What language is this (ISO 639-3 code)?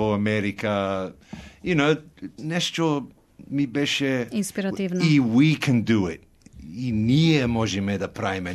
mkd